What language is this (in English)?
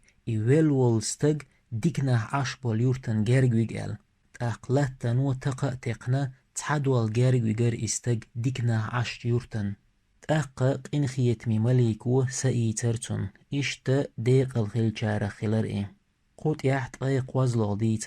Chechen